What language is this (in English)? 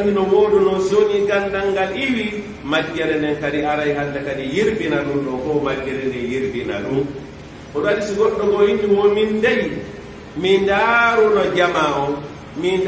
Fula